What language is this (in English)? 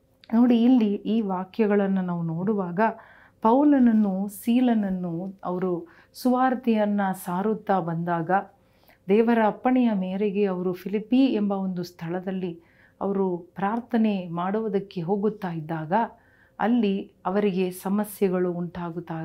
Kannada